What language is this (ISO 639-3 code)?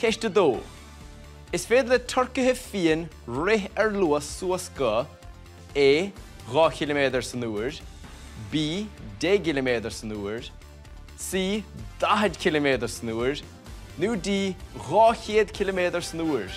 gle